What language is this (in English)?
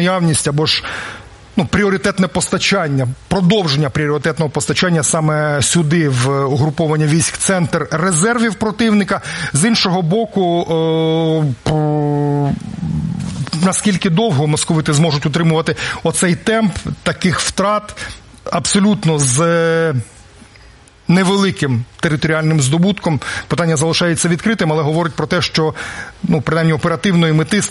Ukrainian